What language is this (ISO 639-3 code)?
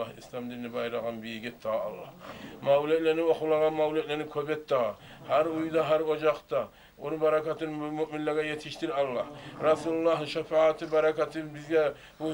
kum